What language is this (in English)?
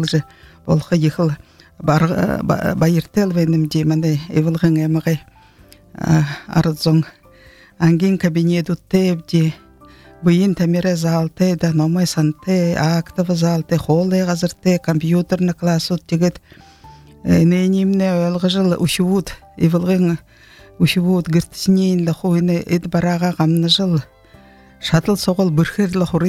Buriat